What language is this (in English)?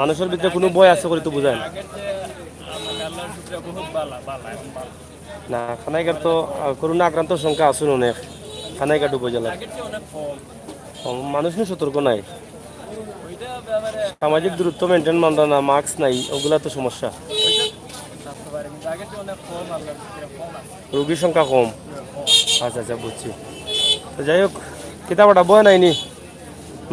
Sylheti